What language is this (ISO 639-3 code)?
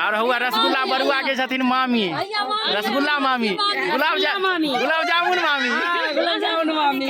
mai